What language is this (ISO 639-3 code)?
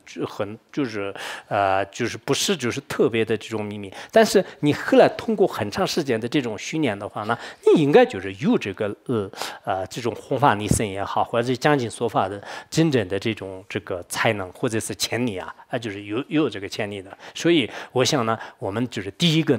zho